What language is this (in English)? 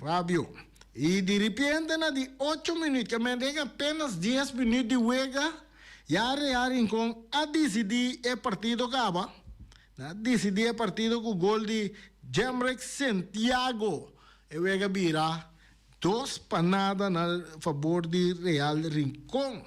Papiamento